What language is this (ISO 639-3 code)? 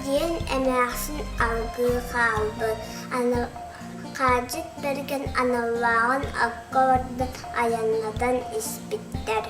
sah